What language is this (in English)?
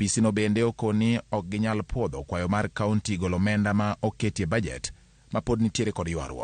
Luo (Kenya and Tanzania)